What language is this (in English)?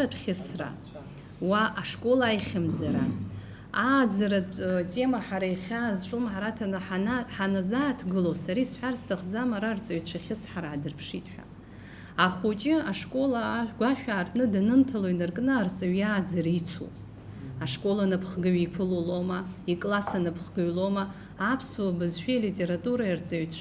Abkhazian